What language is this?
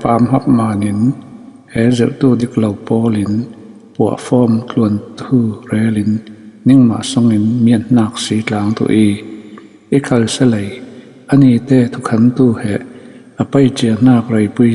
Falam Chin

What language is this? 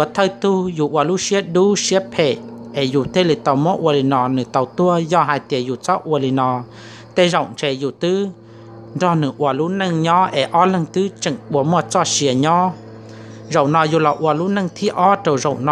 Hmong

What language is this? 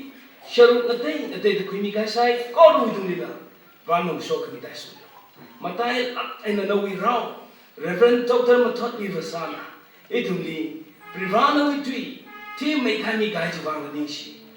Tangkhul Naga (India)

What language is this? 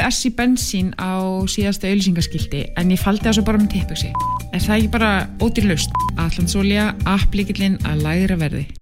Icelandic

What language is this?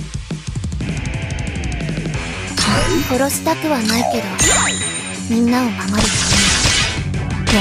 Japanese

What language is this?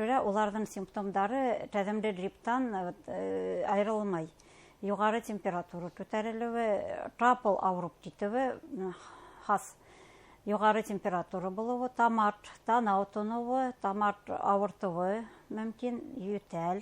Bashkir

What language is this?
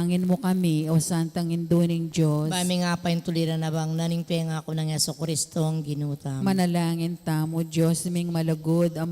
Pampanga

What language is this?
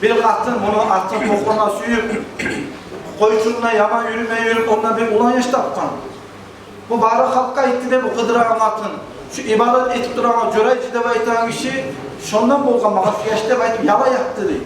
Kumyk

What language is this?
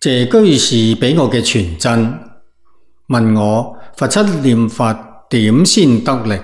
Cantonese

